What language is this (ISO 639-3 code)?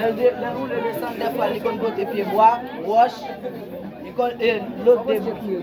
hat